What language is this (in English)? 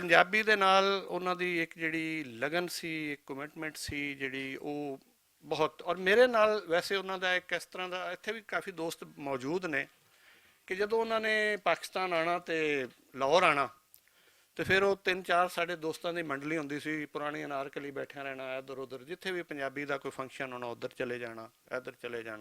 Western Panjabi